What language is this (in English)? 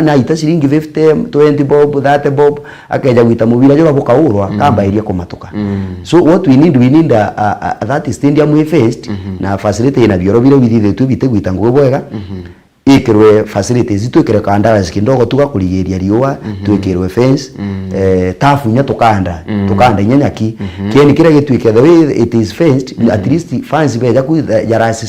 Meru